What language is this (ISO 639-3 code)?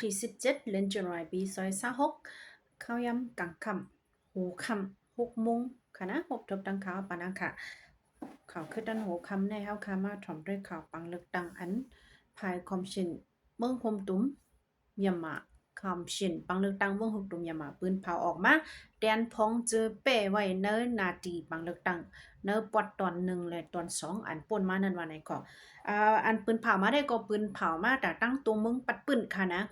shn